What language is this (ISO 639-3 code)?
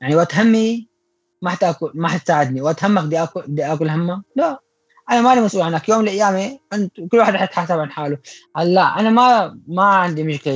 apc